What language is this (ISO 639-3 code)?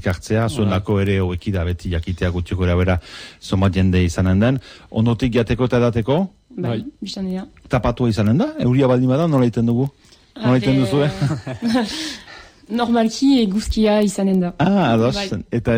eus